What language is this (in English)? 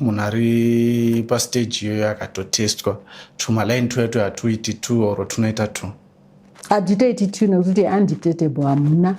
Shona